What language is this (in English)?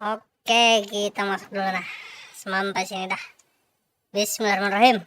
Banjar